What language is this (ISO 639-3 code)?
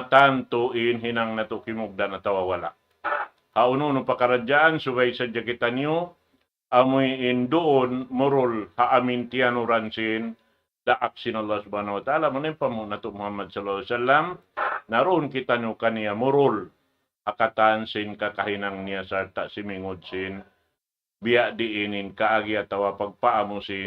tsg